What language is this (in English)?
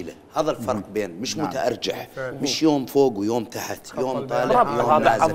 Mesopotamian Arabic